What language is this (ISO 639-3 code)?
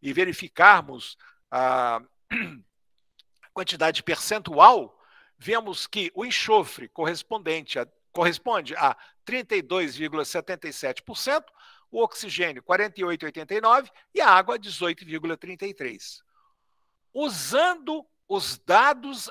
por